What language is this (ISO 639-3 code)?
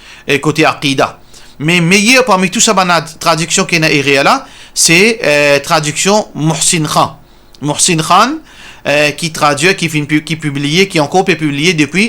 mfe